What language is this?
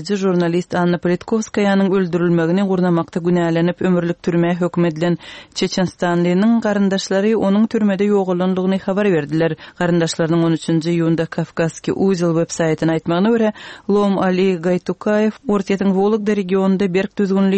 Turkmen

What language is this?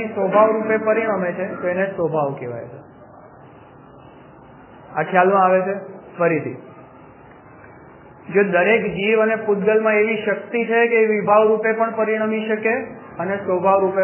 Gujarati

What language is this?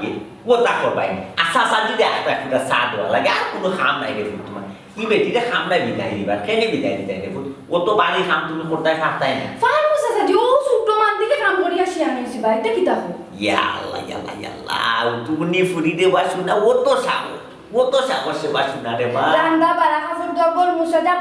Sylheti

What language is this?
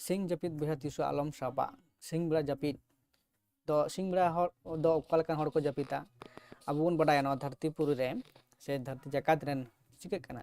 Santali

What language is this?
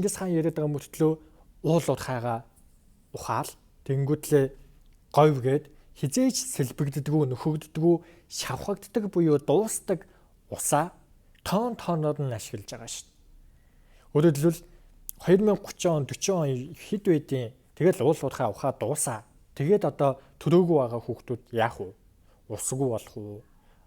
Mongolian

